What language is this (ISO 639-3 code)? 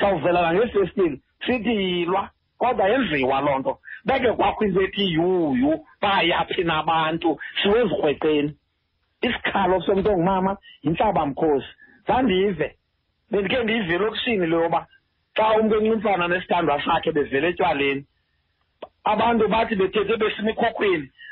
xho